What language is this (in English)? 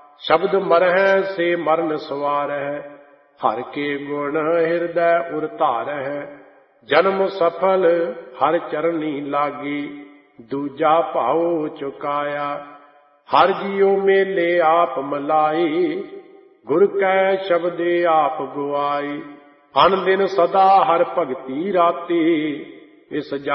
Punjabi